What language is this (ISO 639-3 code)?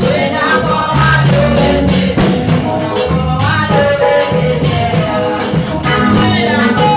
hat